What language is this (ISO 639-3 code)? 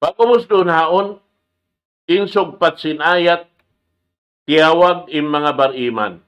tsg